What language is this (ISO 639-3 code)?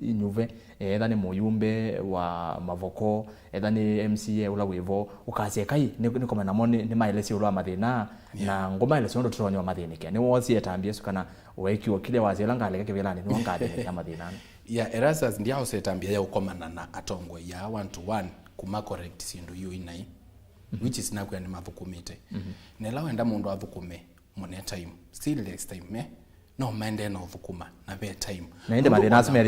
kam